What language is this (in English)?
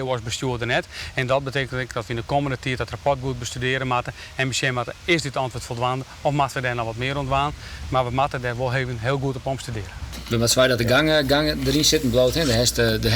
Western Frisian